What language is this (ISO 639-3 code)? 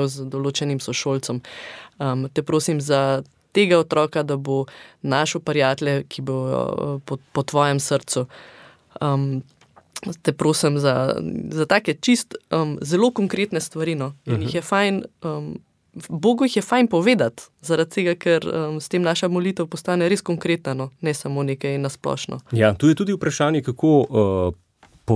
slv